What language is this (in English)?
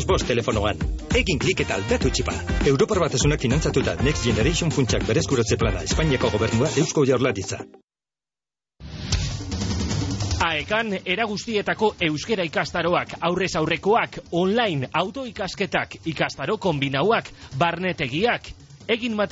Basque